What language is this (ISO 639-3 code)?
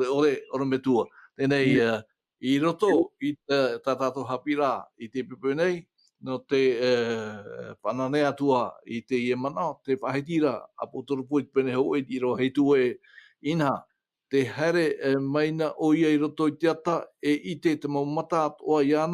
tah